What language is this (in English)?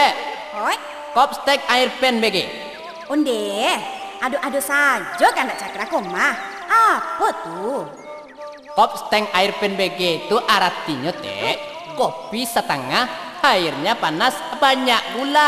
Minangkabau